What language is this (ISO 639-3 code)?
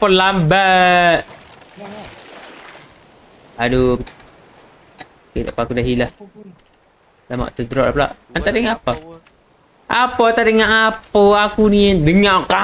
msa